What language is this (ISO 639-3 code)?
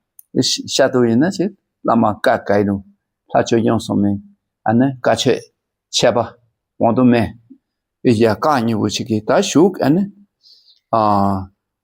dka